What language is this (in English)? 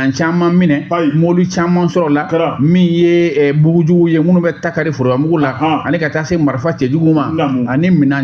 Bambara